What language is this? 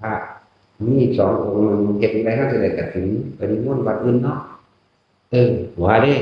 Northeastern Thai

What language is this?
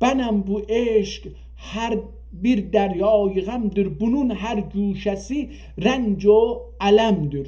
South Azerbaijani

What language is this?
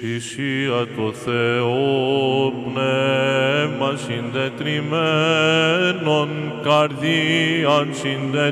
Greek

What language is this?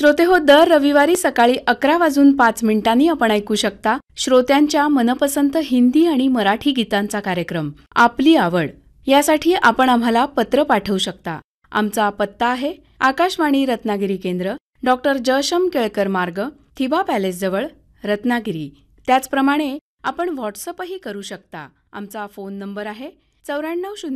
Marathi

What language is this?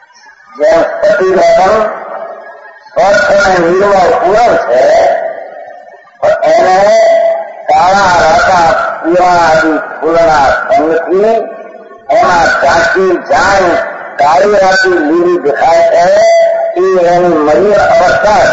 Gujarati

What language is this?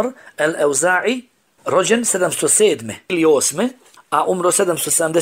Bosnian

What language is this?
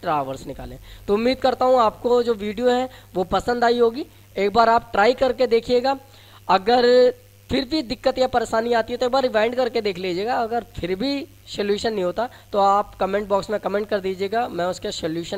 Hindi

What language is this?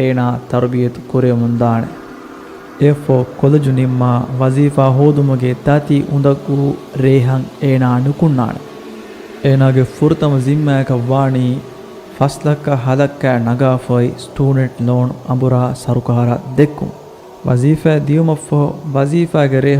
Divehi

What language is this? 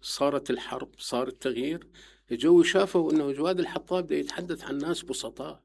Mesopotamian Arabic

